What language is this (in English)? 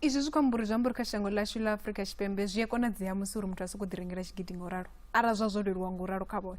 Venda